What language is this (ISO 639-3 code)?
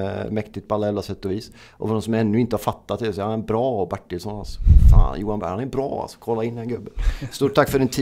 swe